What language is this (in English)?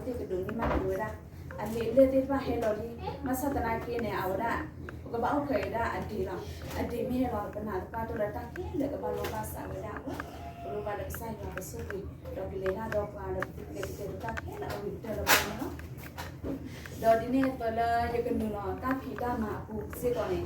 S'gaw Karen